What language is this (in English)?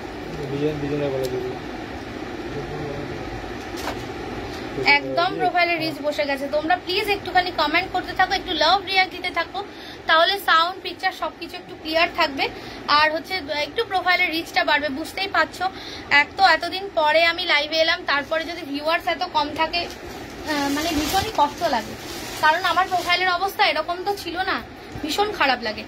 Bangla